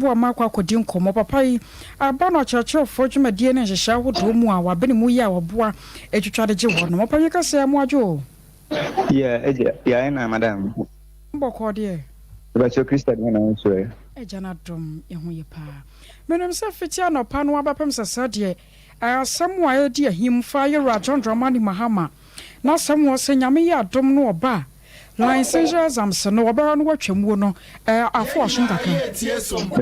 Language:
Akan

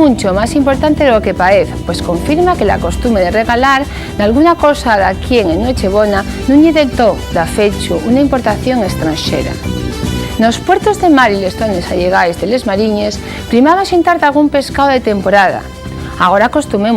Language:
Asturian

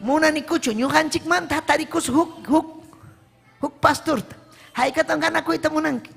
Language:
Ayacucho Quechua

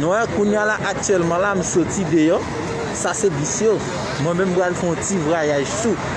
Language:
Haitian Creole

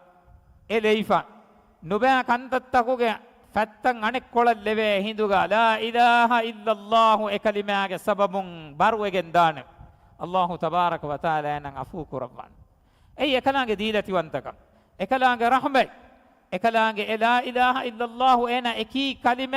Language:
Divehi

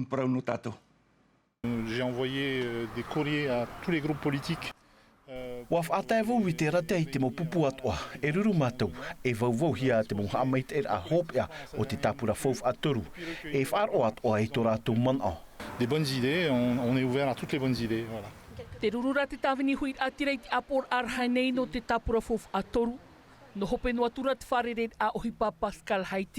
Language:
Tahitian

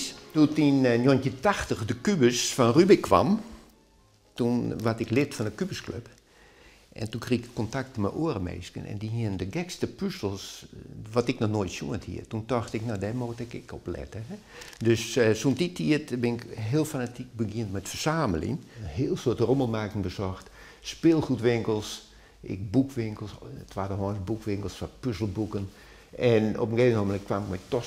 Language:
Western Frisian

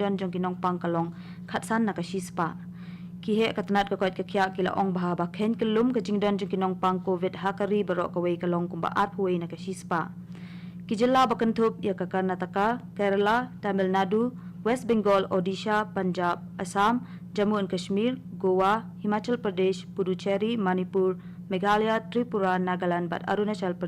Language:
Khasi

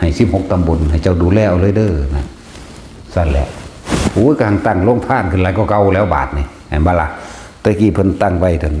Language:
Northeastern Thai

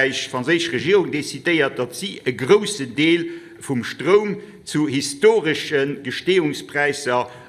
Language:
Luxembourgish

